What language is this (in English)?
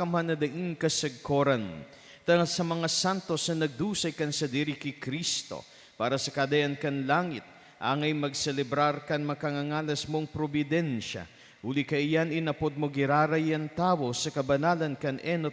Bikol